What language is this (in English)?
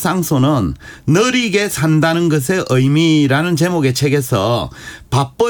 Korean